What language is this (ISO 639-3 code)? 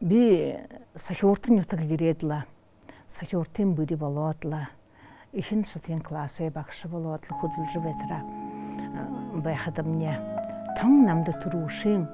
bua